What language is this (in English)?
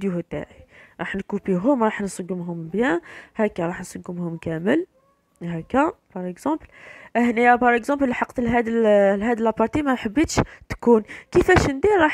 Algerian Arabic